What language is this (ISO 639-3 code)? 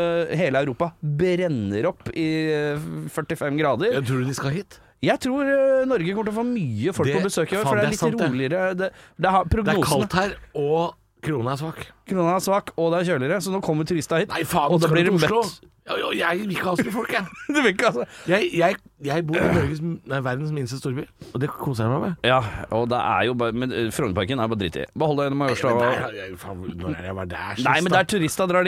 nor